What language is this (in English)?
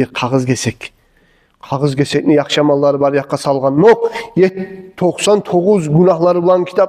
Kumyk